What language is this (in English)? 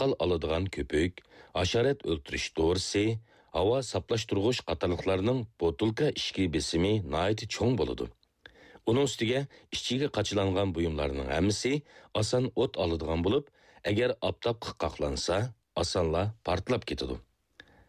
Uyghur